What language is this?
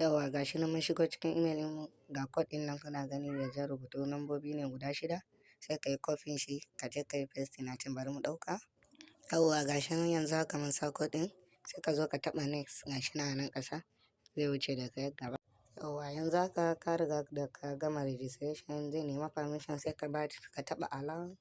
Hausa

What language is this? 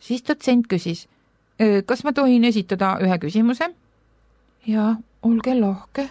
Estonian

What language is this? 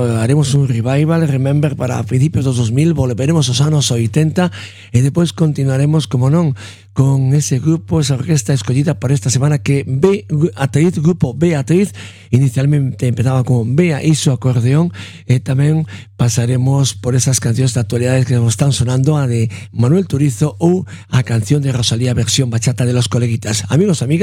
Galician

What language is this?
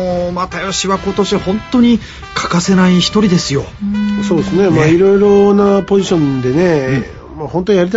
Japanese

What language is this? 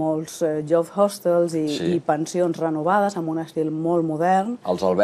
Catalan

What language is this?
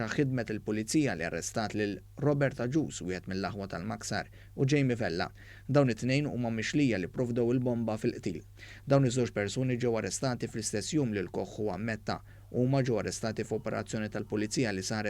Maltese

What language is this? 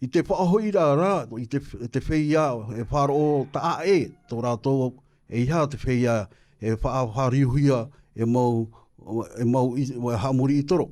Tahitian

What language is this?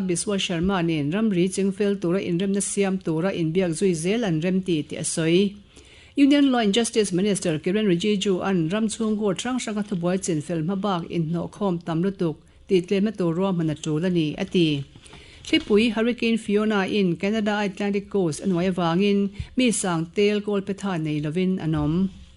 Mizo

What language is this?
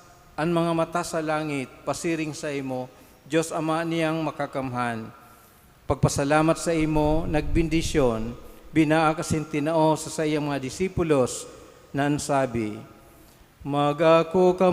Bikol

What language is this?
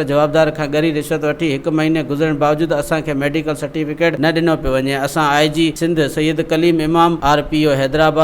Sindhi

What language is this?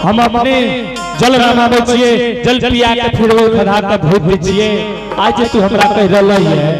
Angika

